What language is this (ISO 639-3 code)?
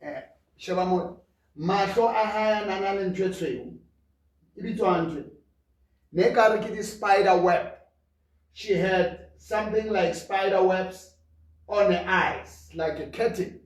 sot